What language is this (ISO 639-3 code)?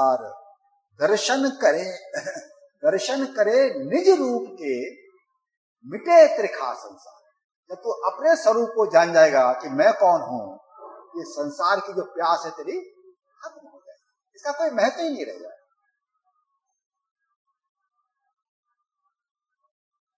hin